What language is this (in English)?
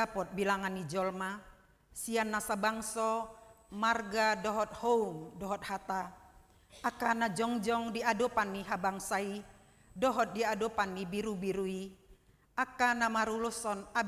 Batak Toba